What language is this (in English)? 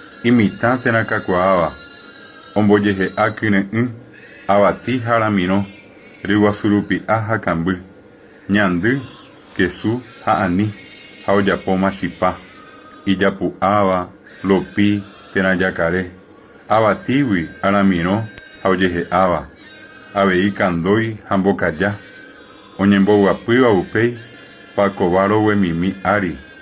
Guarani